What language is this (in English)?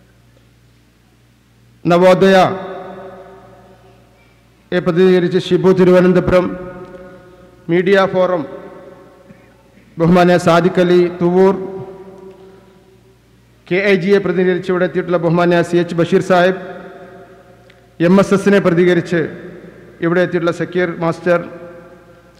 Malayalam